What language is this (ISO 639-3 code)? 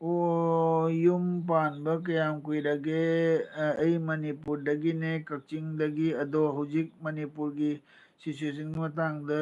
mni